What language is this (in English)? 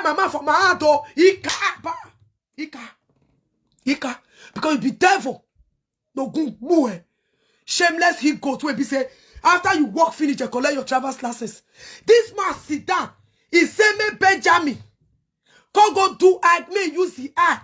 Nigerian Pidgin